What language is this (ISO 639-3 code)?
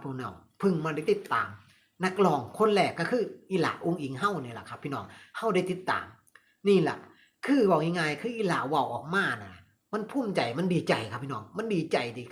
tts